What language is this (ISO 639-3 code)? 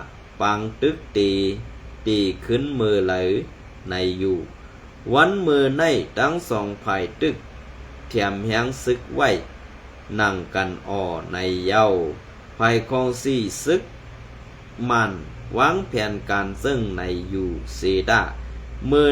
shn